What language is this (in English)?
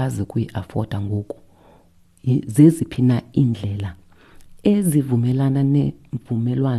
Xhosa